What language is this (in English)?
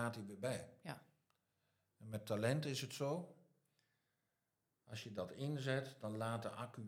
Dutch